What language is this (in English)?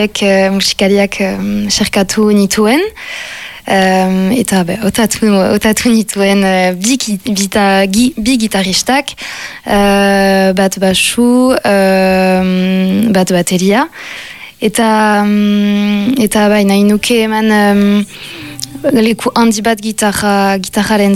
Basque